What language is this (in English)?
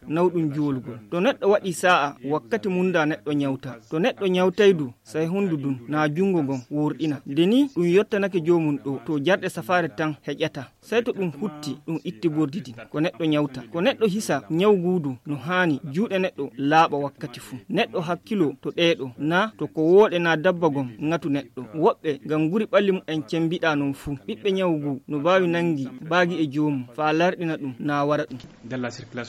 Nigerian Fulfulde